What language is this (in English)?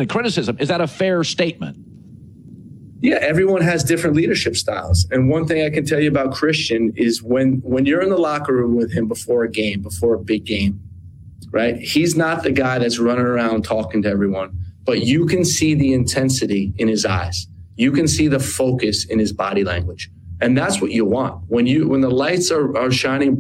English